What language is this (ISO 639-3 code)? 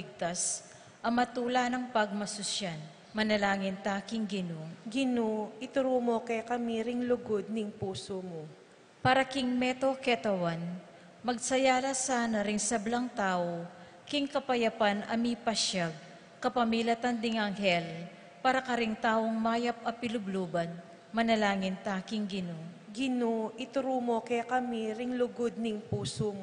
pam